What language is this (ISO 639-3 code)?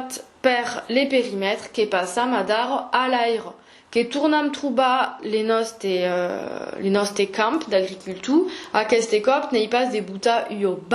oci